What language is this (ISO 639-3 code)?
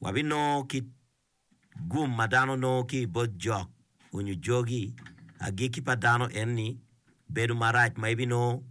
ach